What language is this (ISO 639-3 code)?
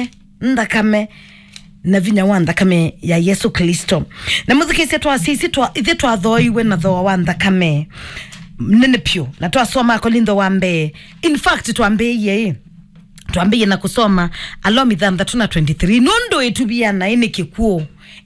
kam